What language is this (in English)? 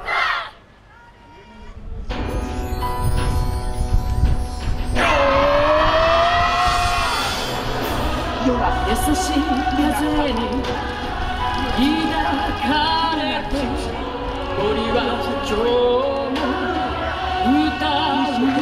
Japanese